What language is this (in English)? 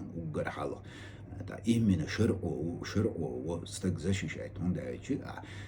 Chechen